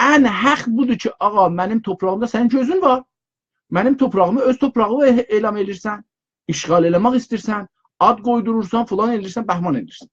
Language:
South Azerbaijani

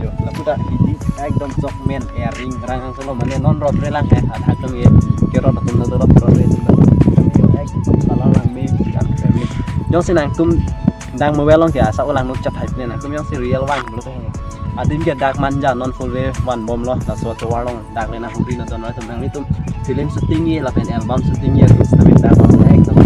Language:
Karbi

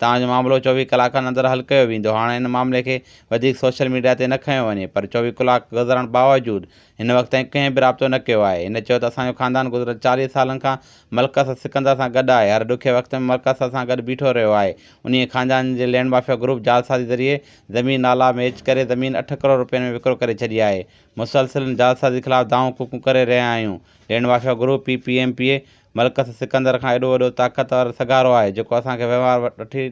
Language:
Sindhi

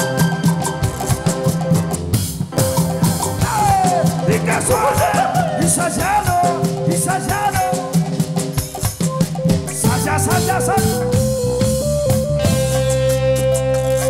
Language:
Spanish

